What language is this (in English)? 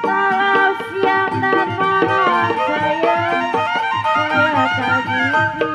Betawi